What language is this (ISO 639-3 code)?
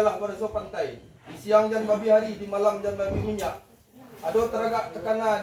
min